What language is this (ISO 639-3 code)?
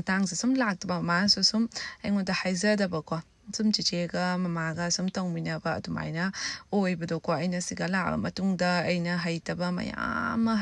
mni